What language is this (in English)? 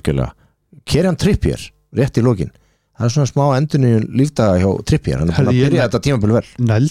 Icelandic